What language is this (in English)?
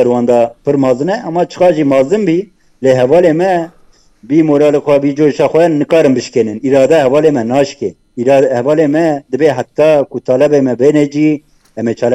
Kurdish